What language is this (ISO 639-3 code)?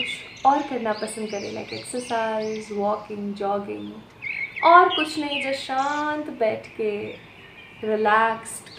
hin